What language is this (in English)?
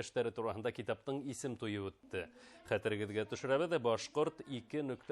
Bashkir